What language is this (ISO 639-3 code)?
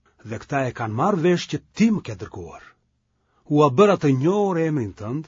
sqi